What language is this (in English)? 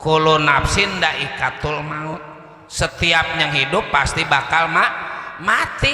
Betawi